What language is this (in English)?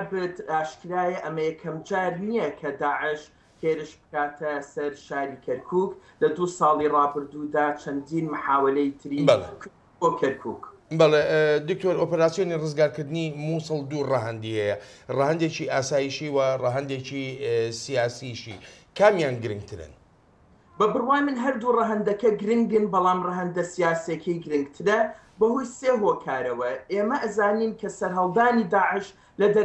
Central Kurdish